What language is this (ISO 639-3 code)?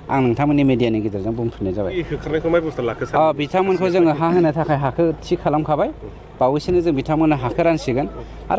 brx